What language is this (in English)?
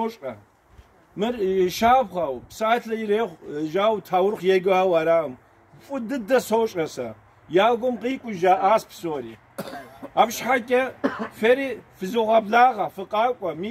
Kabardian